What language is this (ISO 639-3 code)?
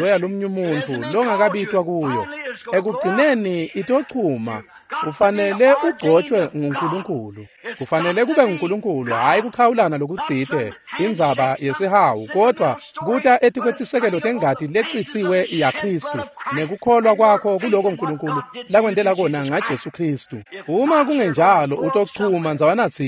ssw